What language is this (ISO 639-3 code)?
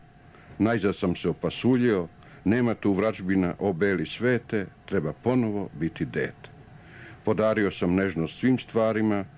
srp